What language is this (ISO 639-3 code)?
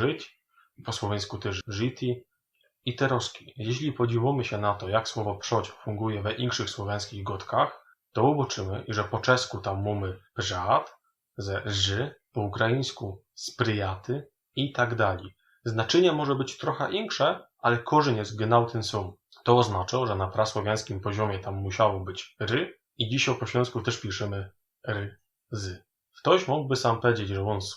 szl